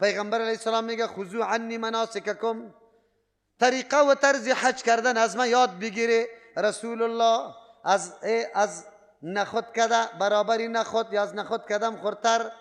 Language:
Persian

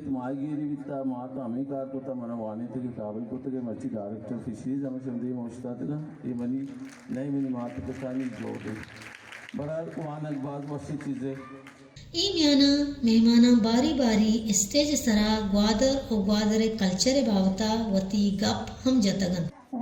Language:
Baluchi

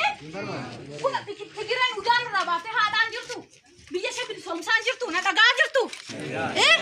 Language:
Oromo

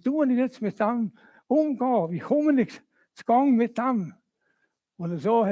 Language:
Swiss German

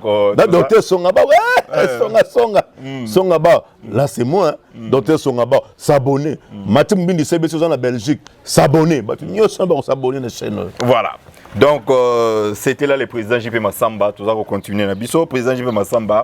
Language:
Lingala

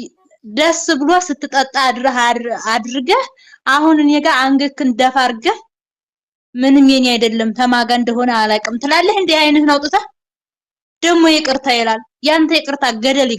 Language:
Amharic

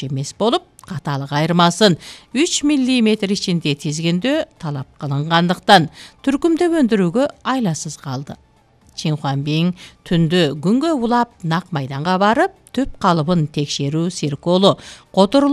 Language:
Kyrgyz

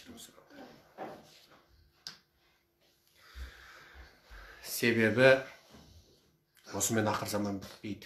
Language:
Kazakh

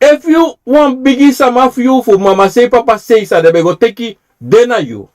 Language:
Sranan Tongo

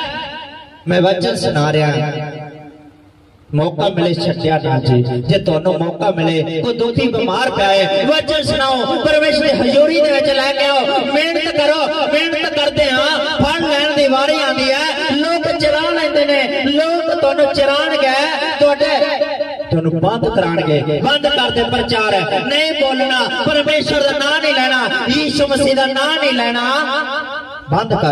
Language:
Punjabi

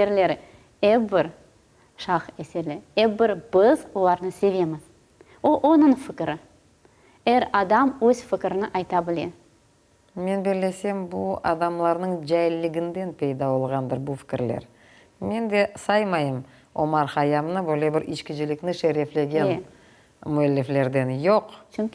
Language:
Crimean Tatar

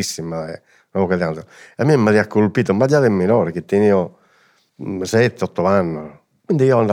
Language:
Sardinian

